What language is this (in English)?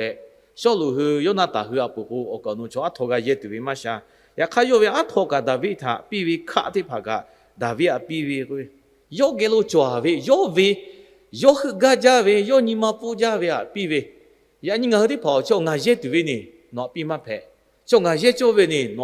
Lahu